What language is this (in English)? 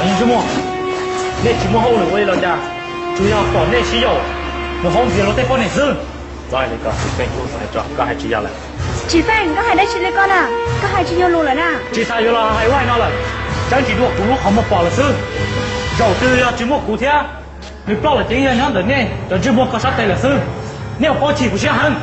Hmong